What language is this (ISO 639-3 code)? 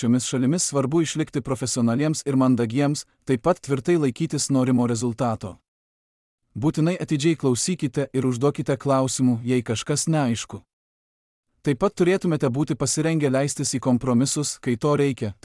lit